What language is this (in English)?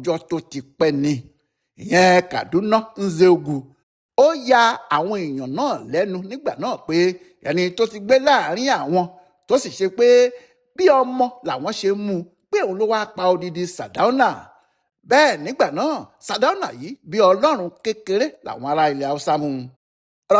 Yoruba